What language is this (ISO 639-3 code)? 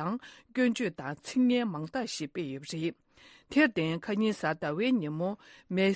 bod